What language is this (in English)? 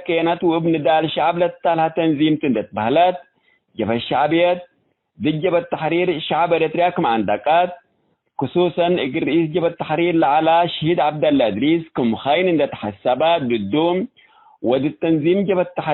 Tigre